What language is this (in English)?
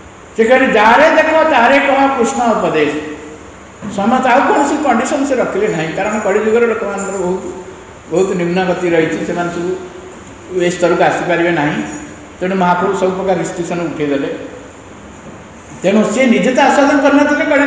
Odia